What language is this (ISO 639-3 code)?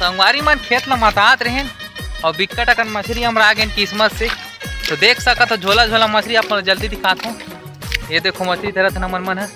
hne